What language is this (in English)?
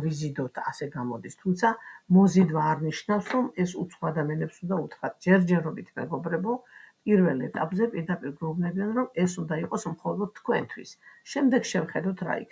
Georgian